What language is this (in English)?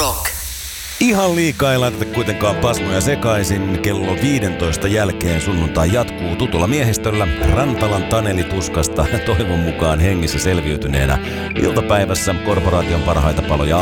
Finnish